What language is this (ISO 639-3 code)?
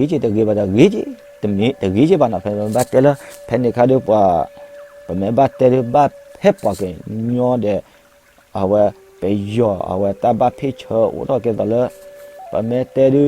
ksw